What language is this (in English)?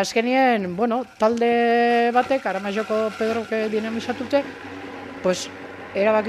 Basque